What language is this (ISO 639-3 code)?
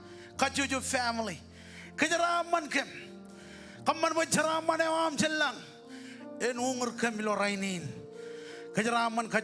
mah